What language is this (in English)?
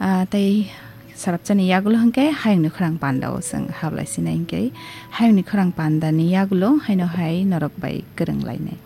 Kok Borok